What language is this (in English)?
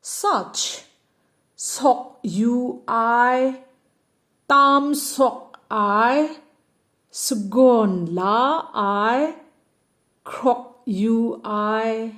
Kachin